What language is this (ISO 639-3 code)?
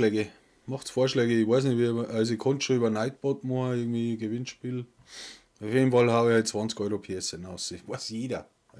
bar